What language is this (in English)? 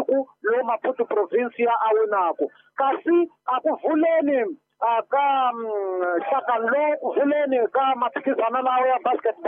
Tsonga